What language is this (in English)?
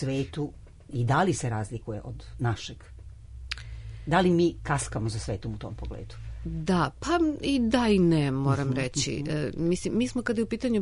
Serbian